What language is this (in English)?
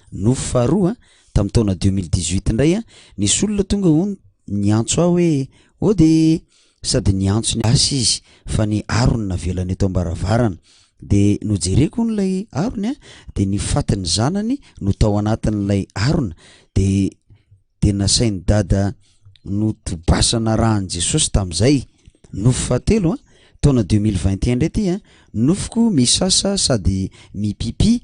Malagasy